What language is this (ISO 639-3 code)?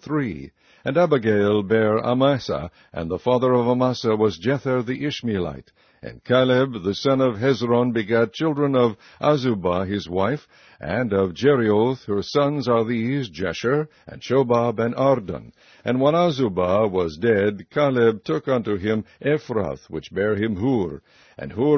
eng